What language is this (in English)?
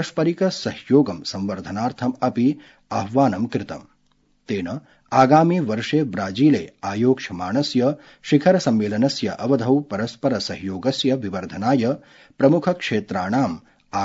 Sanskrit